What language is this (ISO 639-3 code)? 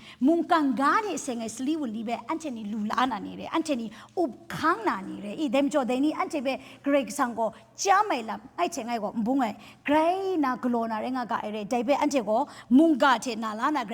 kac